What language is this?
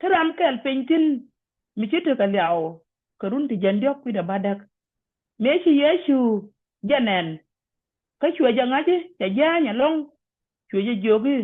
Nuer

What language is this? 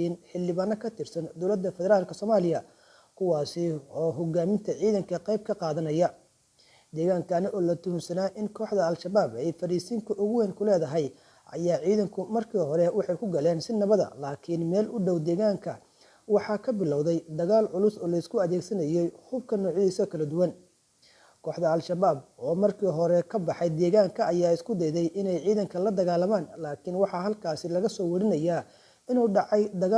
Somali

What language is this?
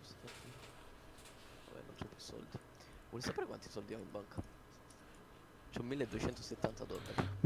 Italian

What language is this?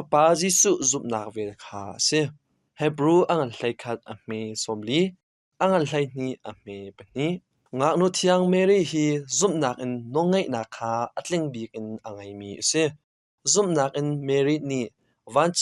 Hakha Chin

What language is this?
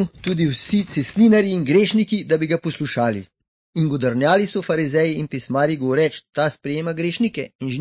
Slovenian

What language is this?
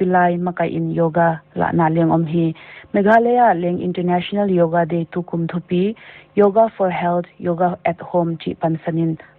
Paite Chin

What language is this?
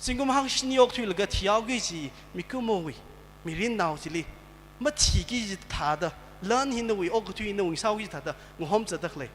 Tangkhul Naga (India)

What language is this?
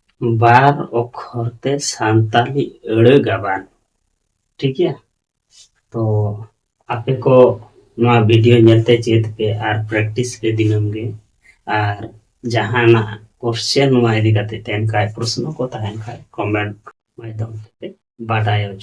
Santali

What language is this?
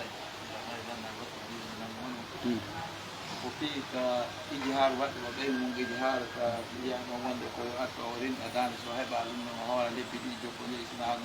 Pular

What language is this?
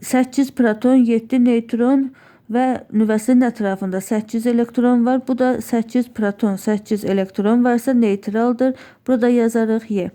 Azerbaijani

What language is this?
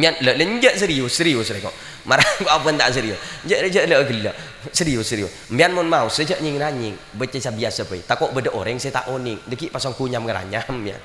Madurese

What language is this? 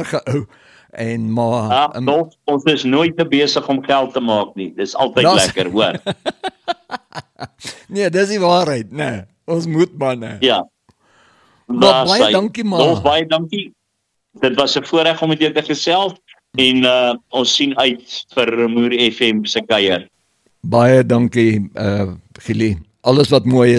Afrikaans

